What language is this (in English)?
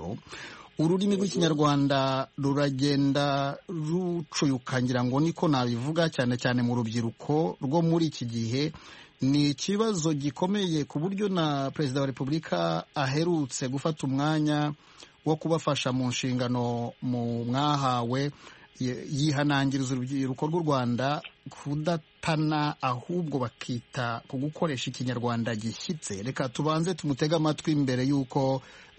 Kinyarwanda